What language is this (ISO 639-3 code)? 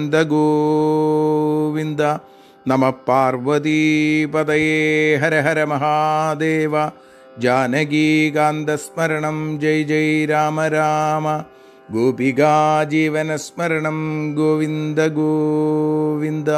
mal